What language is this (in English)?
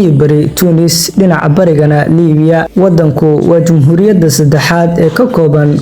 Somali